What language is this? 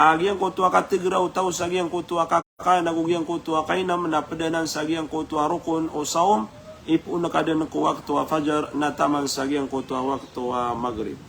Maranao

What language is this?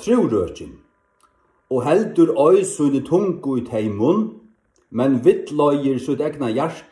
Faroese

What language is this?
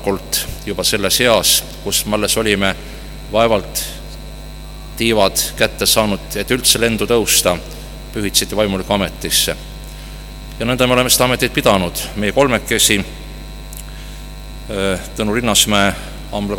Estonian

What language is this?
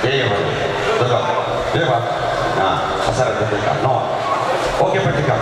Nias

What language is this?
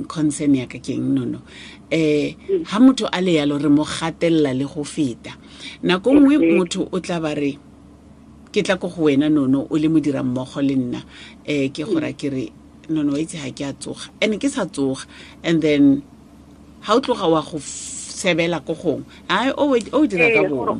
Tswana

